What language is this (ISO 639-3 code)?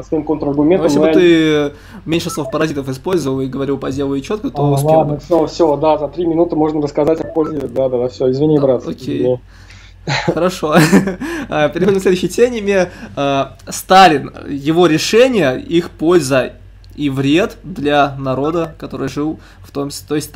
rus